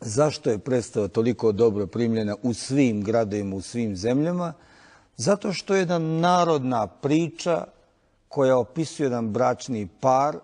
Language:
Bosnian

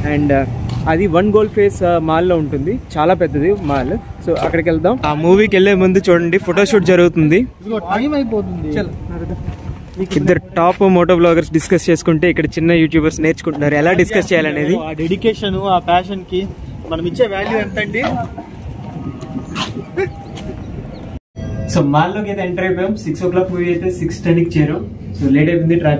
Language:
Telugu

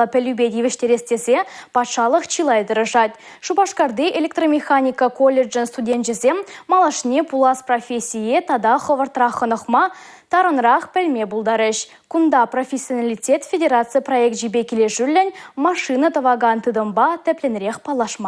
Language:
Chuvash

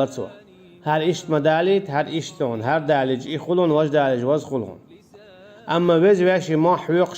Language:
Chechen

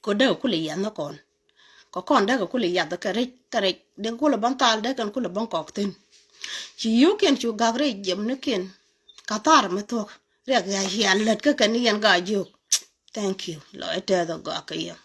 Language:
Nuer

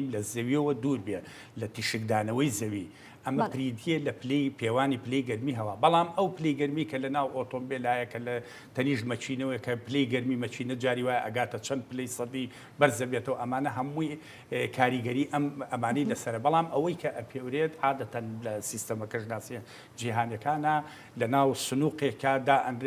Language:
Central Kurdish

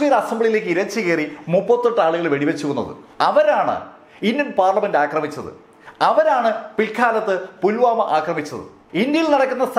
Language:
Malayalam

